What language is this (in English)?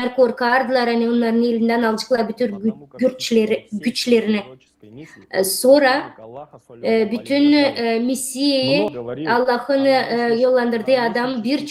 Gagauz